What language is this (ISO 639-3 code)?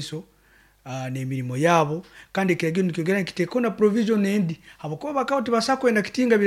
nyo